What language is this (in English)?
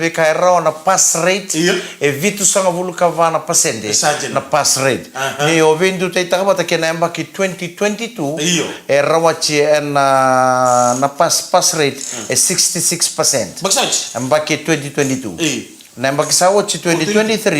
Fijian